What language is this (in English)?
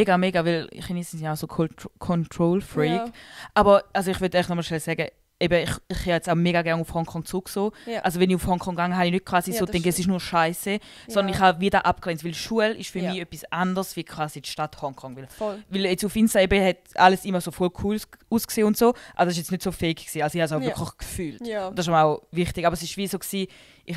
Swiss German